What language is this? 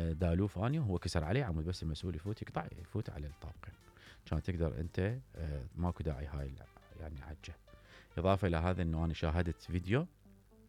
Mesopotamian Arabic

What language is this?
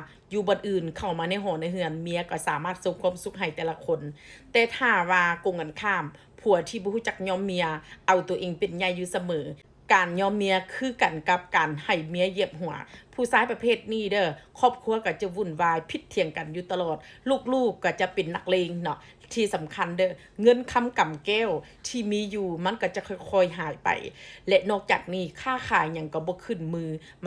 Lao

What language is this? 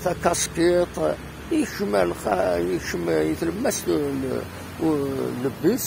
Kabyle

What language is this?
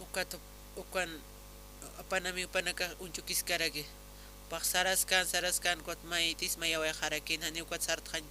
Aymara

